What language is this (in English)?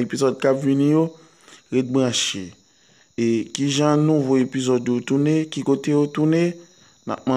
Haitian Creole